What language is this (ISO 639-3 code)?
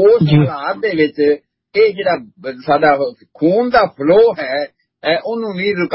pan